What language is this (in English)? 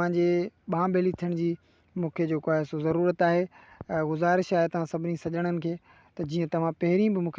Sindhi